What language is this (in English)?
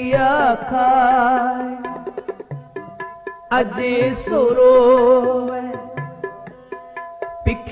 Punjabi